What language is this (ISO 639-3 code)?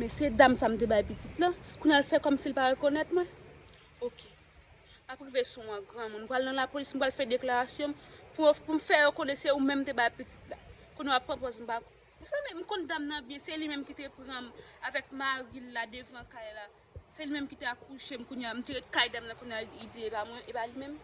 hat